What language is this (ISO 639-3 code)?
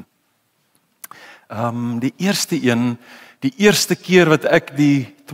afr